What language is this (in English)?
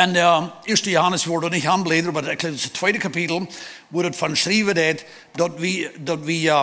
Plautdietsch